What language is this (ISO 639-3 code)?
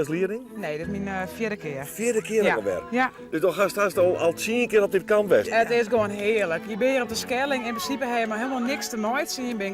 fry